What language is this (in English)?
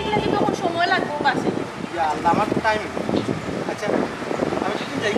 Sylheti